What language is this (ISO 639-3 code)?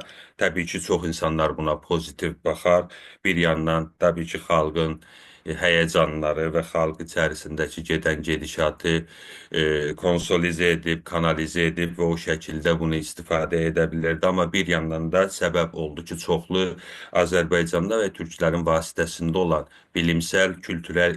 azb